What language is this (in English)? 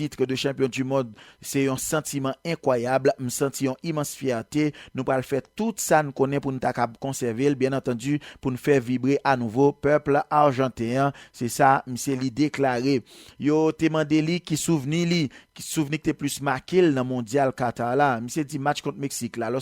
Haitian Creole